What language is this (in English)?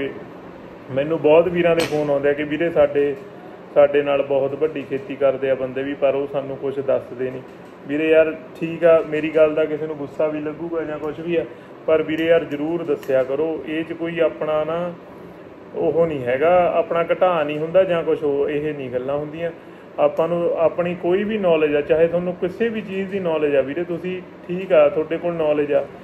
Punjabi